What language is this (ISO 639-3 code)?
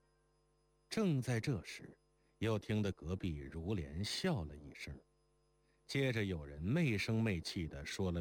zho